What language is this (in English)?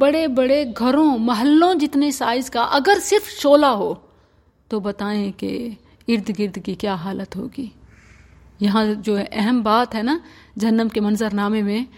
Urdu